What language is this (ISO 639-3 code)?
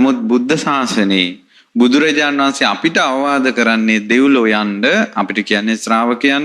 sin